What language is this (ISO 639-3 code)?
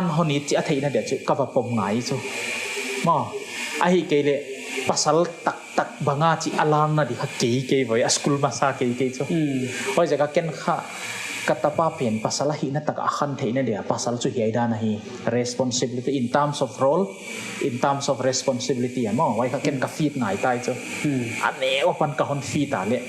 pck